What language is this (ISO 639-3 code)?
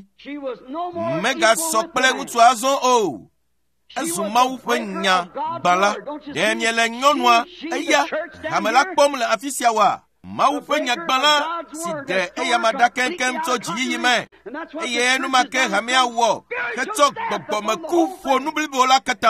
ewe